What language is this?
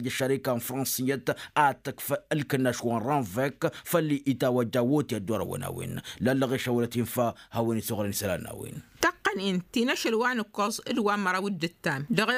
Tamasheq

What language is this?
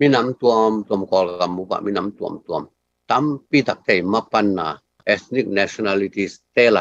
Tedim Chin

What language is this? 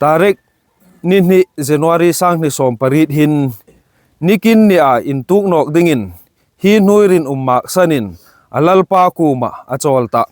Hmar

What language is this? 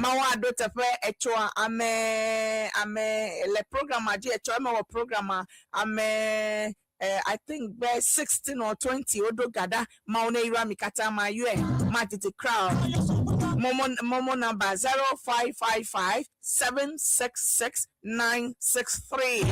Ewe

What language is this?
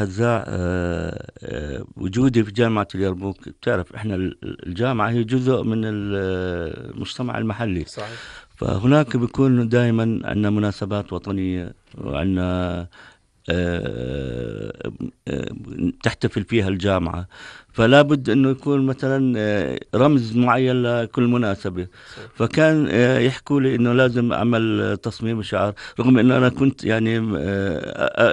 North Levantine Arabic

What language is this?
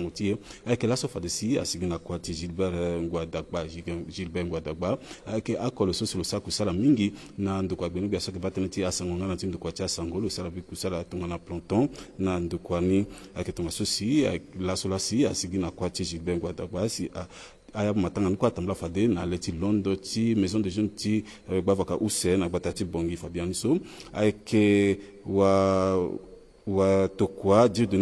Sango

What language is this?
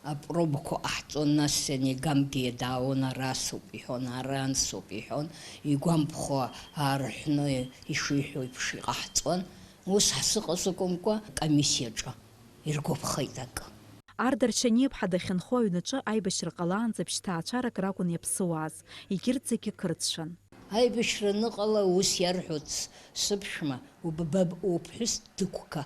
Abkhazian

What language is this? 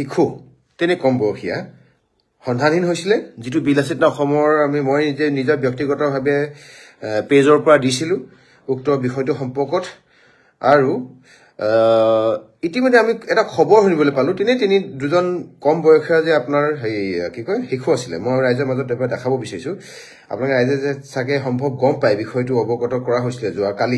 Assamese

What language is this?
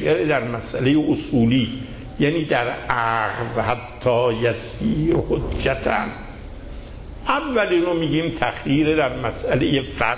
Persian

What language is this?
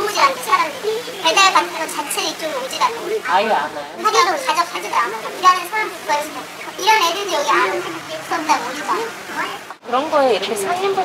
Korean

